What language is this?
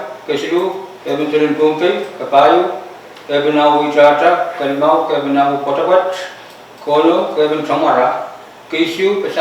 Pohnpeian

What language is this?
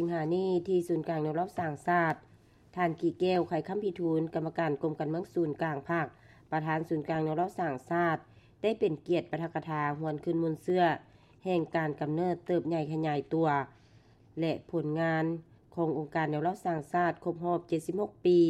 Lao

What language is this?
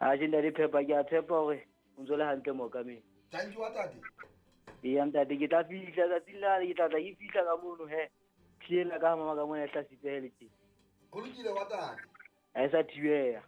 Southern Sotho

